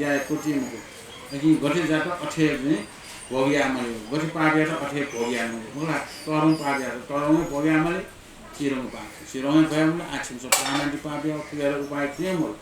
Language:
Newari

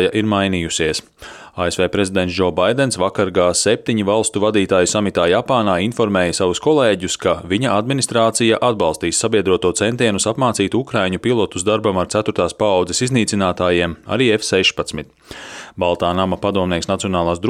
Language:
Latvian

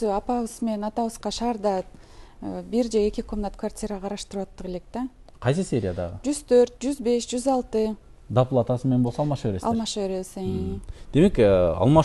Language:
Kyrgyz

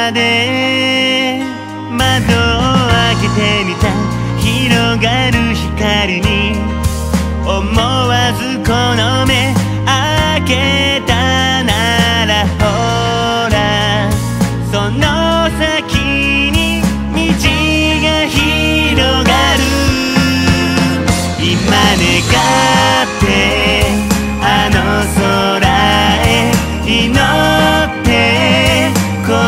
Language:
Japanese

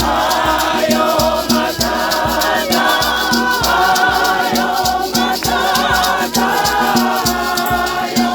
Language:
Tswana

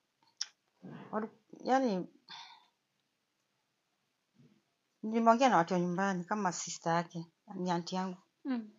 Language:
Swahili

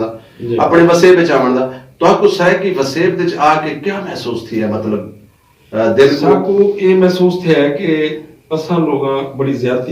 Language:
Saraiki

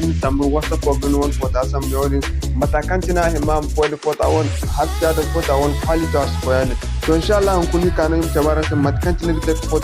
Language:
Zarma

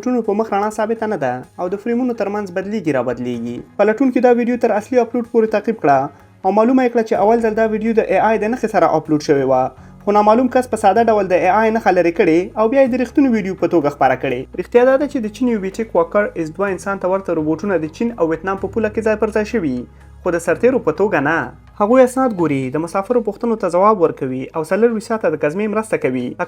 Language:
Pashto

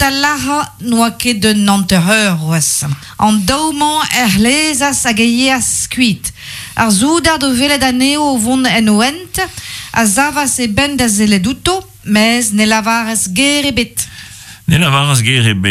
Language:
Breton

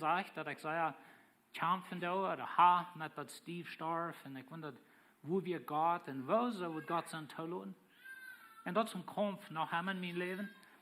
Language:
Plautdietsch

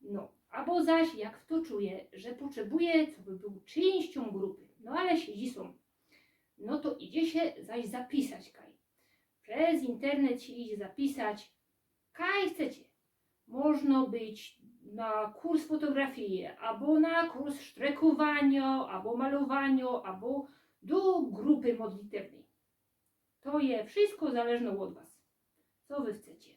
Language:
Silesian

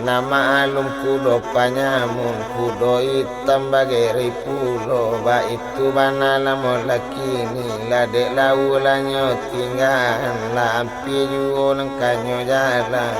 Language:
Minangkabau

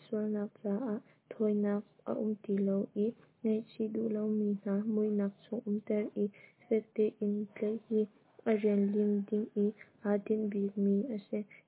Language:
Hakha Chin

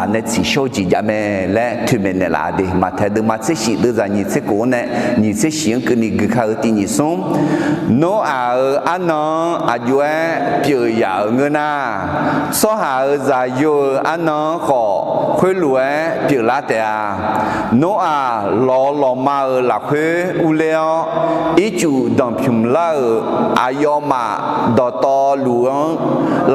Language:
Akha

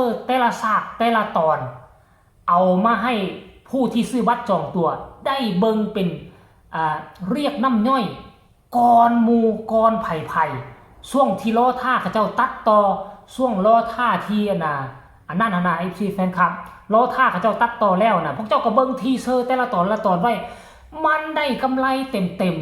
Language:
Northeastern Thai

